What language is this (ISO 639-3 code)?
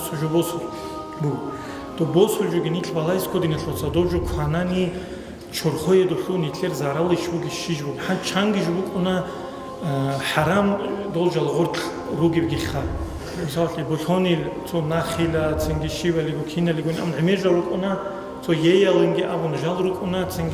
ava